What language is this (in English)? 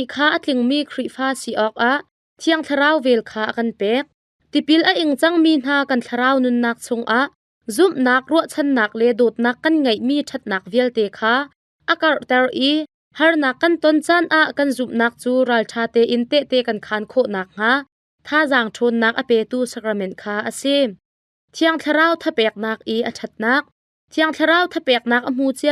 Hakha Chin